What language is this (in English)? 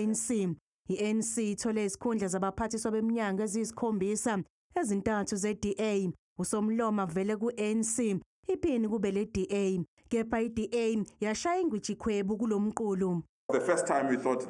Zulu